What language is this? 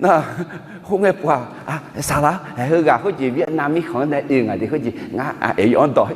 Akha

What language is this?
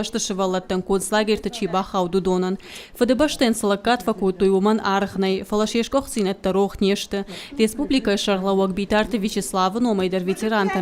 Ossetic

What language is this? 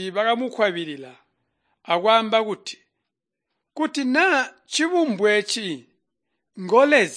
Tonga (Zambia)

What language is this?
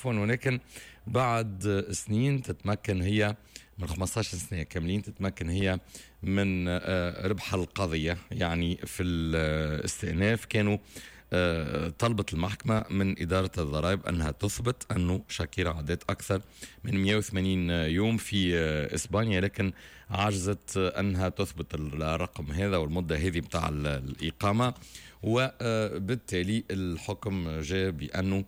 Tunisian Arabic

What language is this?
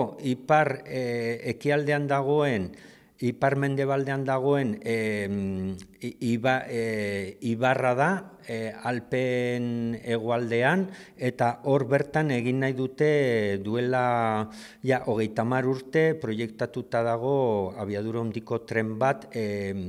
Basque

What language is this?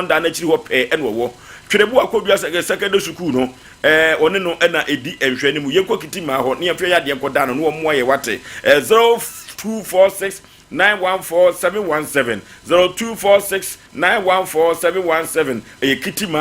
Akan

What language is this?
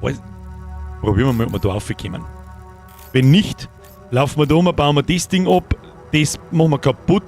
Bavarian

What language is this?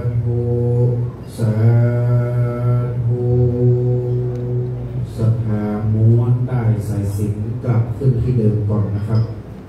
Thai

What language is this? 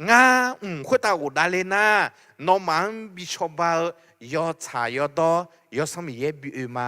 Akha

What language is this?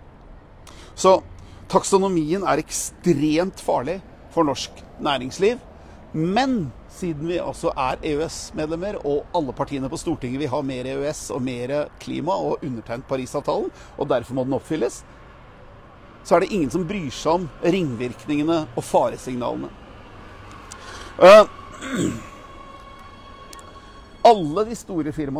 Norwegian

